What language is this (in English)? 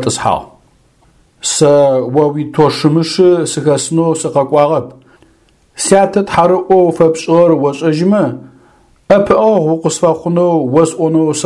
Adyghe